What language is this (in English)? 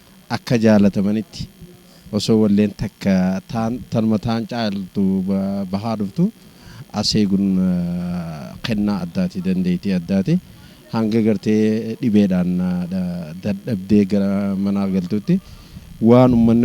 Oromo